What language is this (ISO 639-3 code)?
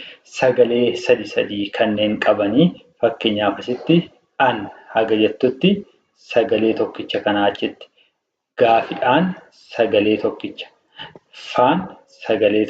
orm